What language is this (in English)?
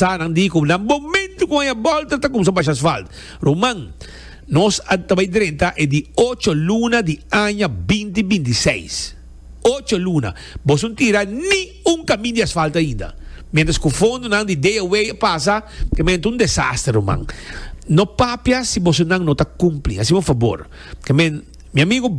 Papiamento